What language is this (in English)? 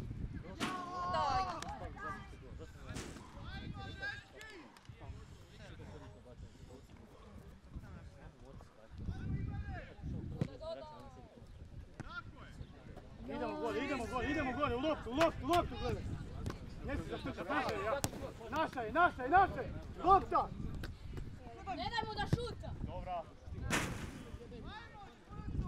Croatian